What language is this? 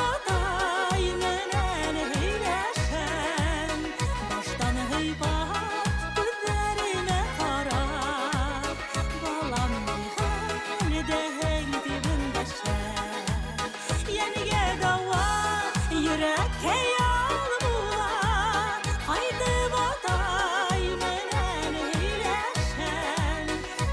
Bashkir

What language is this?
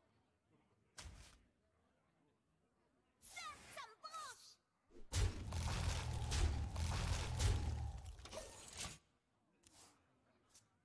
French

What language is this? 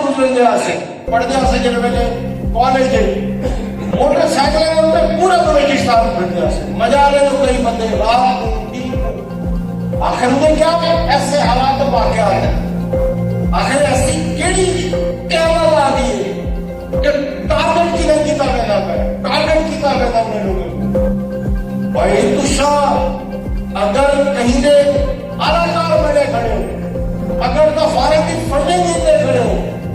Saraiki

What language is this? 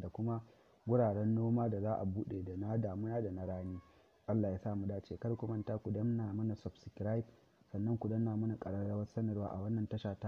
Hausa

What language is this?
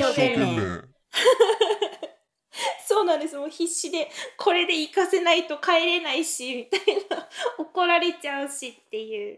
Japanese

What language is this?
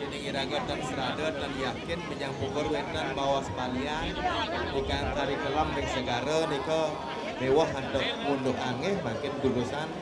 Balinese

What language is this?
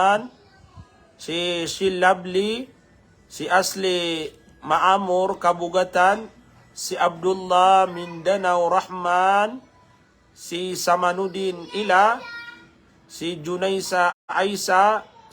Maranao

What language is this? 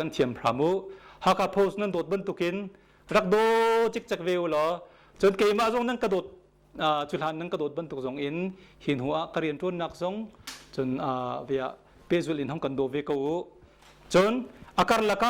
Hakha Chin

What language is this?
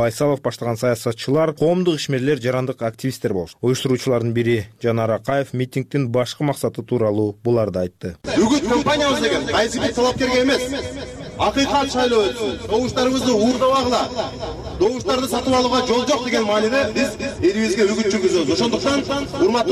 Kyrgyz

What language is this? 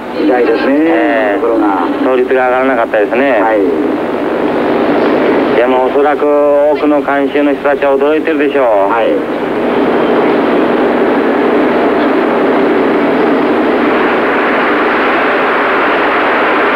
Japanese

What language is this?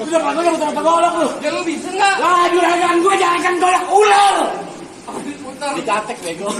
Betawi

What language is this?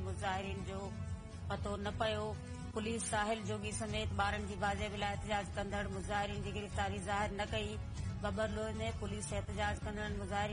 Sindhi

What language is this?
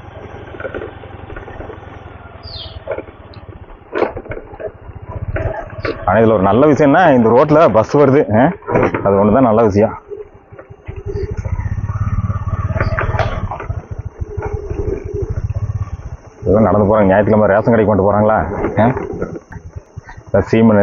Tamil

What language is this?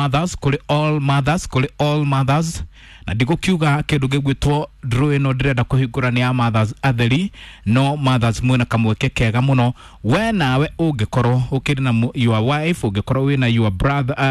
Kikuyu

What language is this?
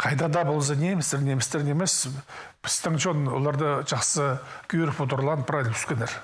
Khakas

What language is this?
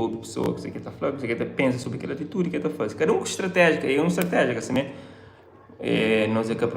Kabuverdianu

